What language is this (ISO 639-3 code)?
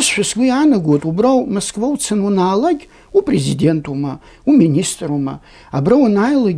abk